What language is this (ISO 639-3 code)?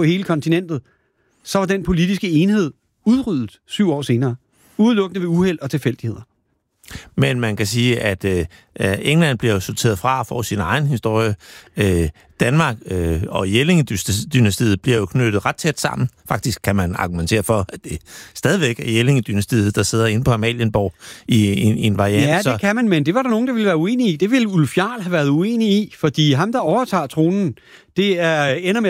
dan